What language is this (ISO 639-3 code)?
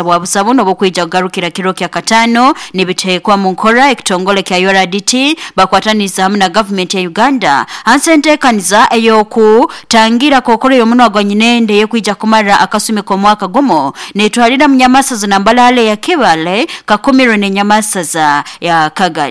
nyo